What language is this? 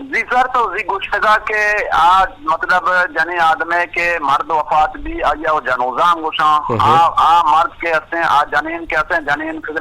Eastern Balochi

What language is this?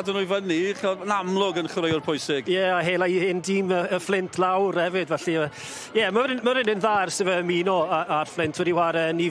Welsh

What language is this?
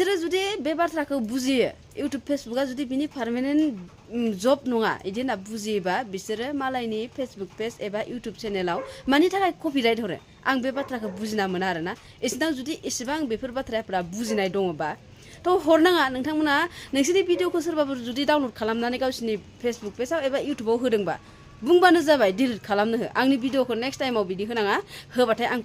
Bodo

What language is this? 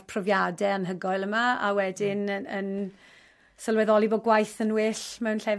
Welsh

